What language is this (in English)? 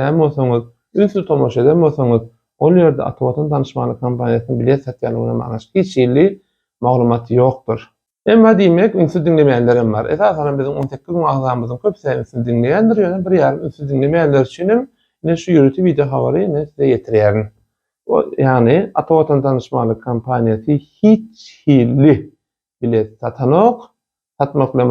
Turkmen